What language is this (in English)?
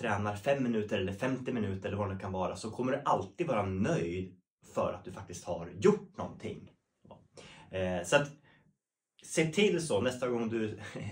Swedish